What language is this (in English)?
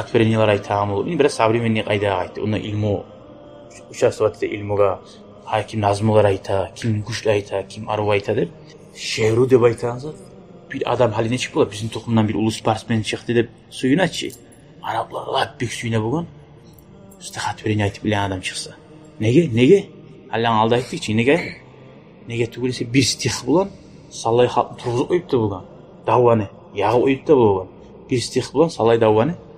Kumyk